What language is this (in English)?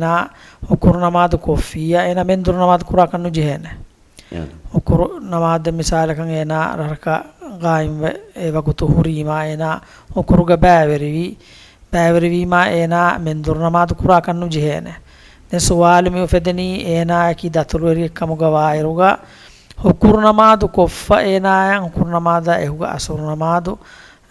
Divehi